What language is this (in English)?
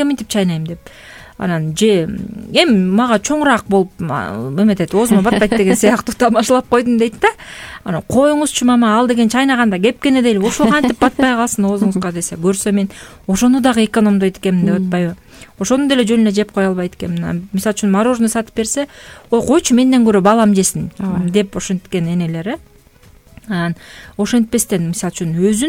Kyrgyz